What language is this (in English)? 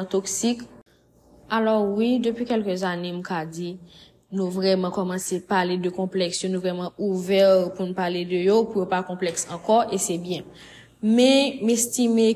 Haitian Creole